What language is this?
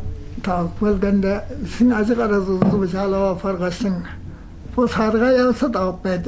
Tuvinian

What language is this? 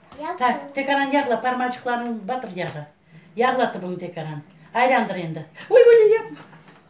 Crimean Tatar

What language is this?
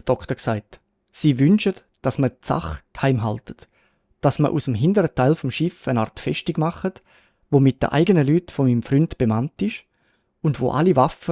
Swiss German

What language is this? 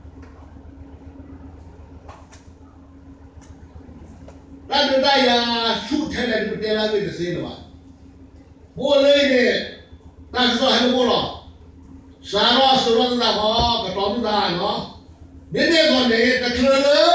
S'gaw Karen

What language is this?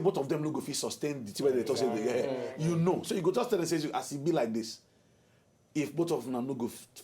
Nigerian Pidgin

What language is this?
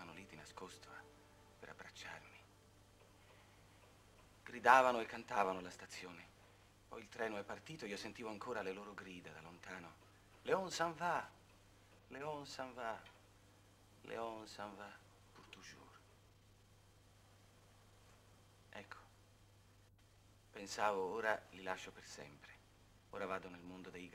Italian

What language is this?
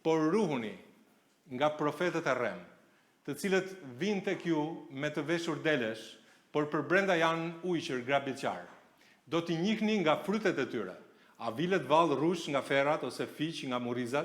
Albanian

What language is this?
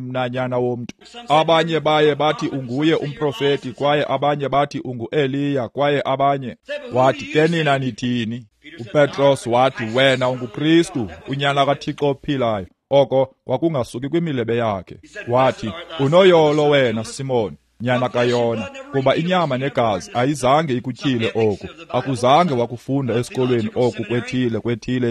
Xhosa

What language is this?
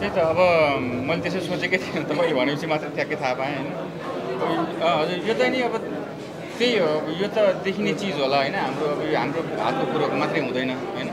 Nepali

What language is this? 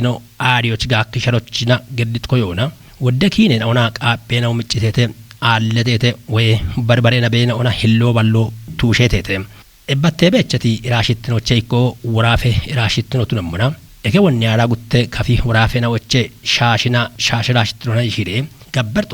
Kafa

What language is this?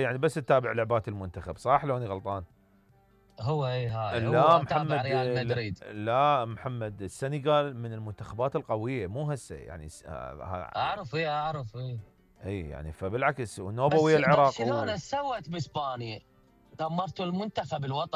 Mesopotamian Arabic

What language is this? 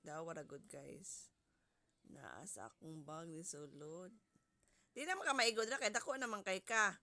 Cebuano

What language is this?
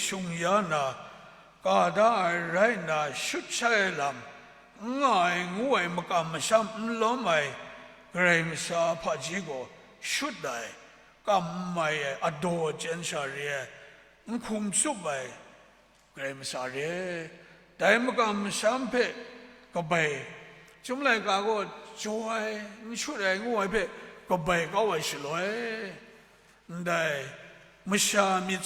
Kachin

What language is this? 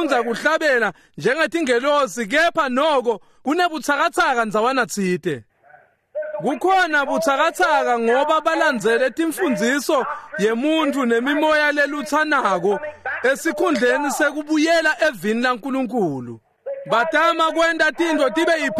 Swati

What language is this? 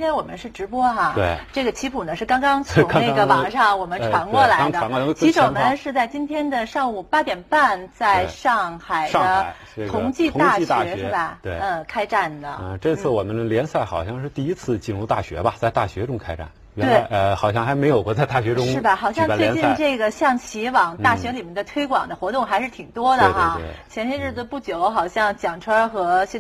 Chinese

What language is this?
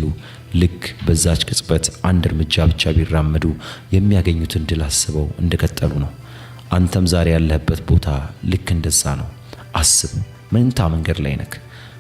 Amharic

